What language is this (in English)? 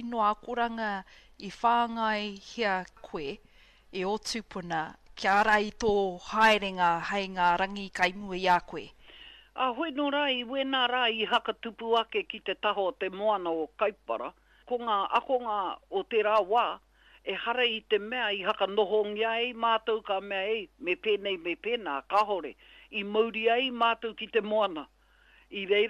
Māori